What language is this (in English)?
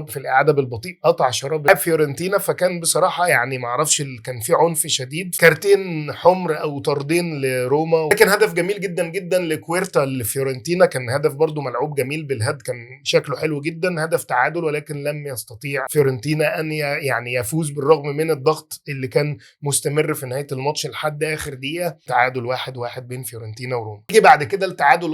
Egyptian Arabic